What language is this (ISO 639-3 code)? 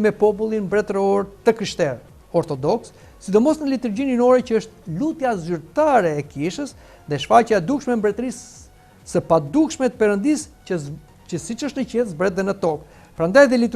sqi